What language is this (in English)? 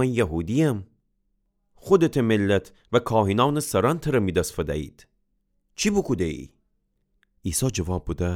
Gilaki